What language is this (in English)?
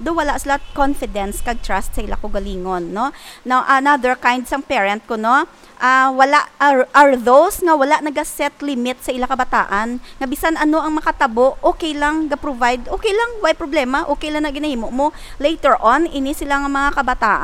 Hiligaynon